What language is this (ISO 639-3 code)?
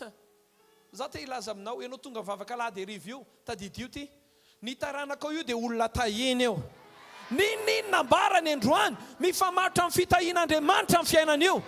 mlg